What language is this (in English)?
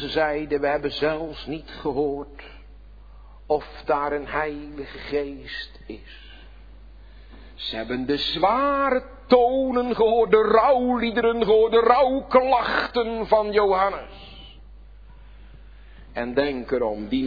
Dutch